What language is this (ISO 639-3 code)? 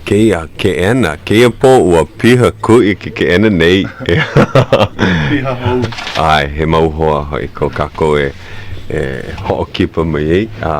haw